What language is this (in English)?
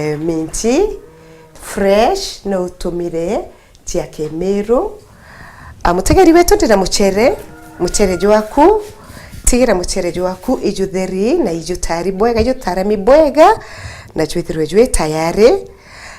Meru